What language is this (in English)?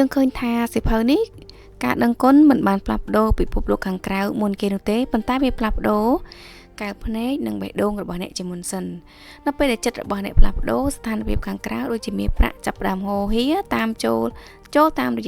Khmer